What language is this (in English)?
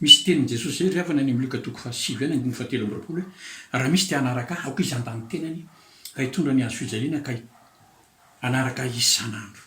Malagasy